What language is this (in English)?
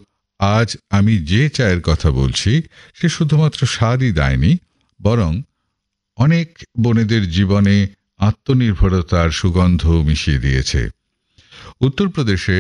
Bangla